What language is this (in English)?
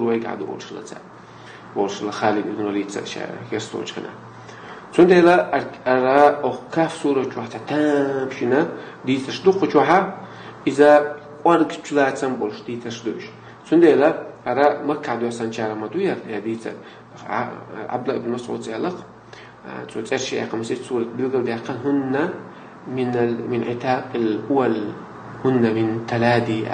Chechen